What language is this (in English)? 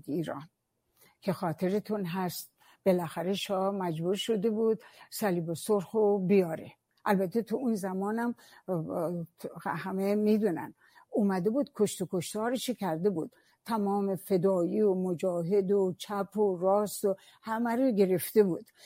Persian